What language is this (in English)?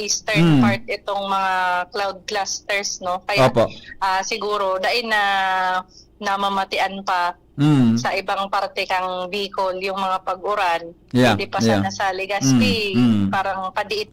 Bikol